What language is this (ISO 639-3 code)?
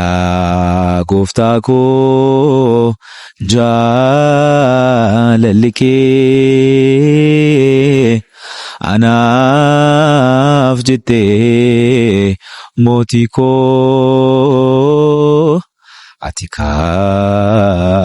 orm